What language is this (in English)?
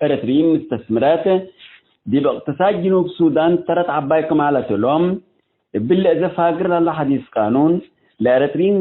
Tigre